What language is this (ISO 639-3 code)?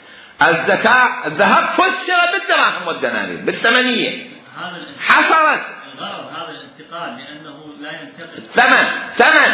acm